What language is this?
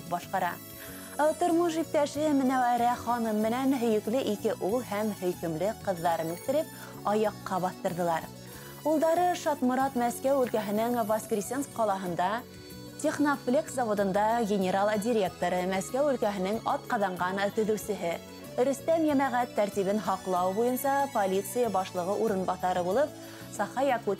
Bashkir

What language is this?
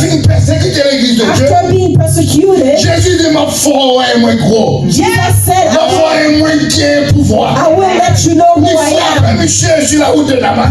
Haitian Creole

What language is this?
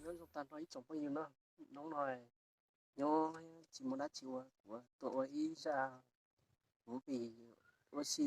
Hmong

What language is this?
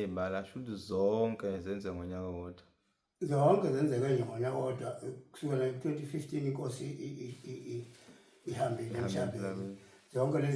Zulu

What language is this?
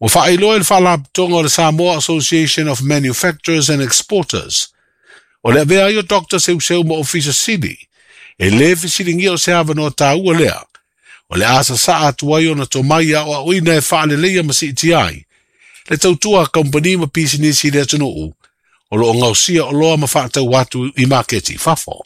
Samoan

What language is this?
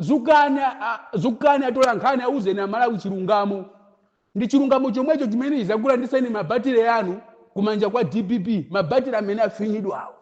Nyanja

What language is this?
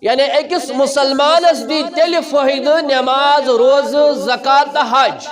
Kashmiri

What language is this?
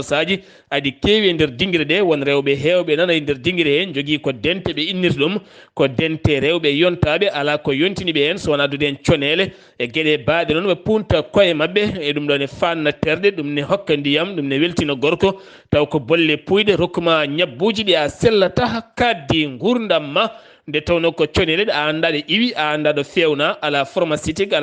Fula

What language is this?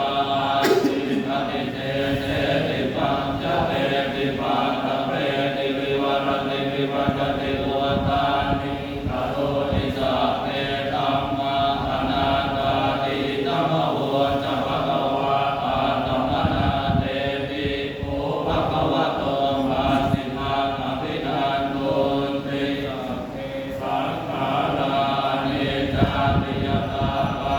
Pali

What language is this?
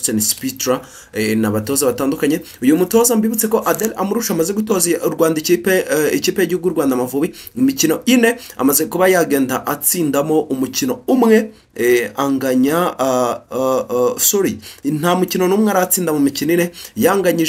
Kinyarwanda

